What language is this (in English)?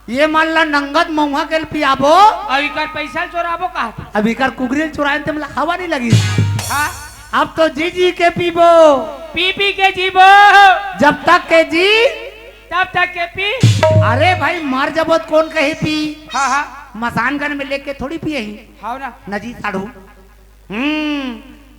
Chhattisgarhi